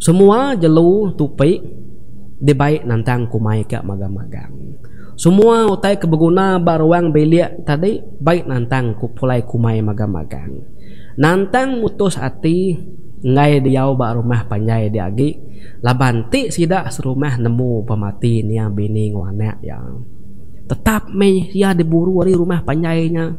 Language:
Iban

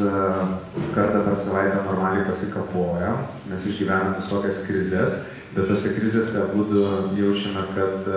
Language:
Lithuanian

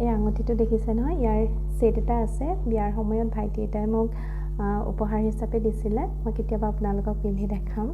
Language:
Assamese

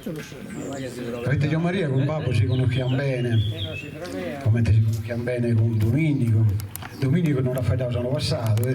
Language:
Sardinian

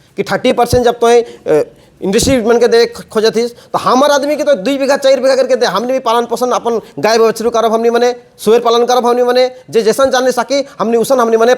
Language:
Sadri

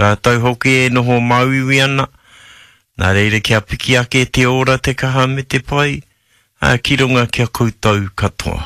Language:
Māori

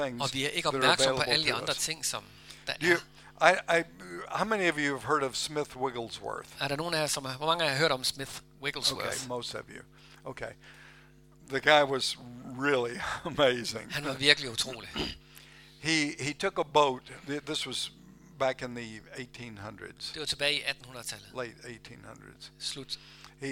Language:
Danish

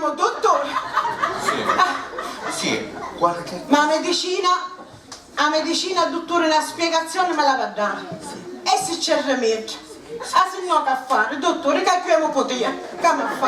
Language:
Sicilian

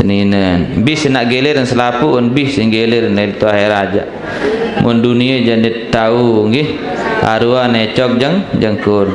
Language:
Sasak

